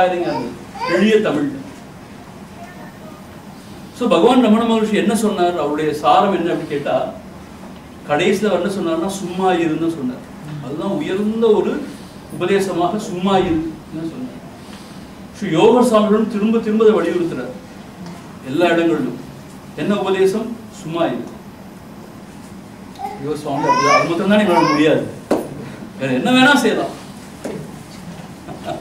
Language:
Tamil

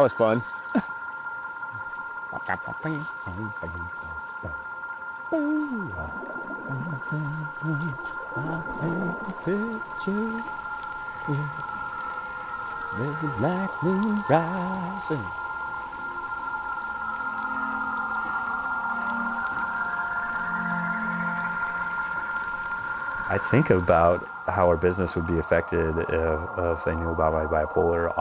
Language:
English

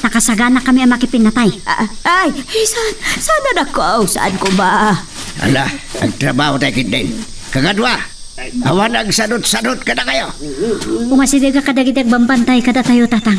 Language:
Iloko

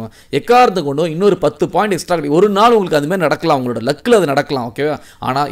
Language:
Tamil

